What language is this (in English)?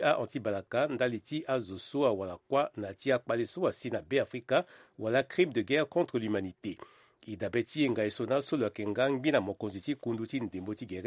Sango